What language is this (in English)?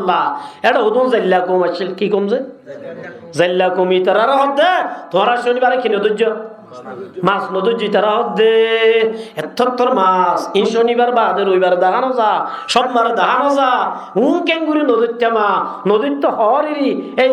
Rohingya